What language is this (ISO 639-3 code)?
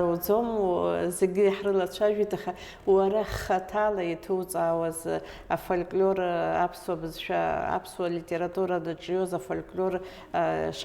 abk